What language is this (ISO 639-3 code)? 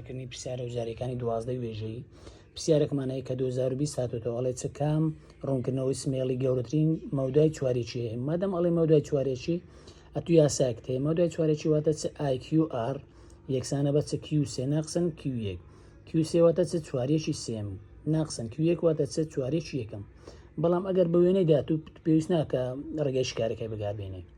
ckb